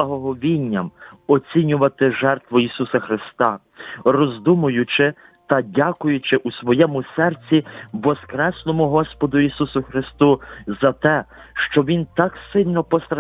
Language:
Ukrainian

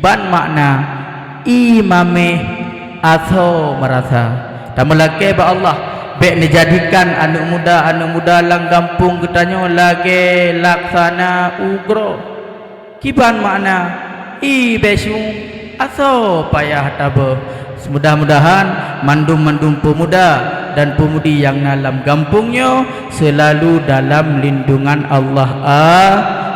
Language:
Achinese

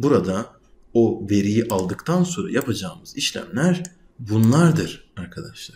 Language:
Turkish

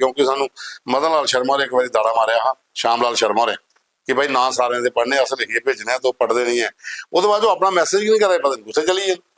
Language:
Dogri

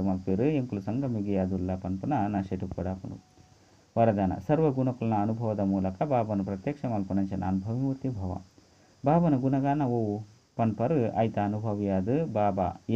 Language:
Tulu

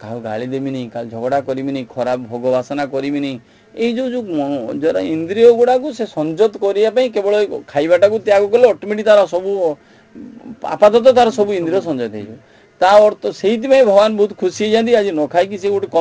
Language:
Odia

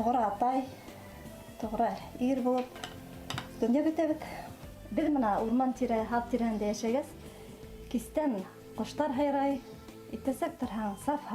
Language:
Bashkir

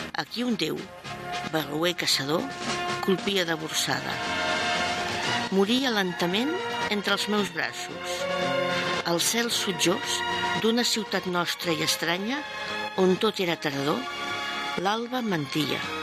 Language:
Catalan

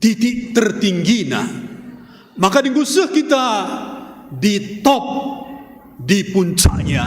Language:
Batak Karo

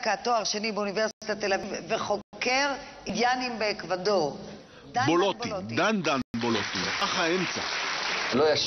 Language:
Hebrew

